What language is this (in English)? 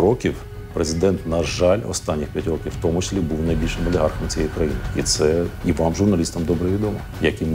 Ukrainian